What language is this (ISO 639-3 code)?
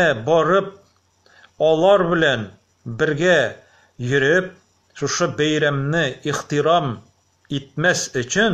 tat